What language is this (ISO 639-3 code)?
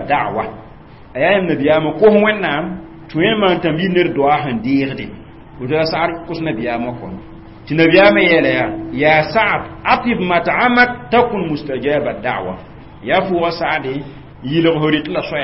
mos